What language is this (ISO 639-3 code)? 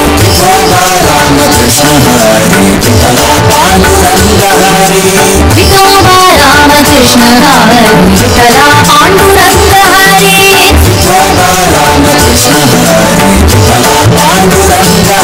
mar